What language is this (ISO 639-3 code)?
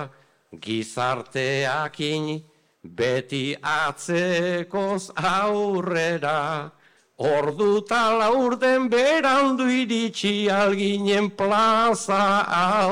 eus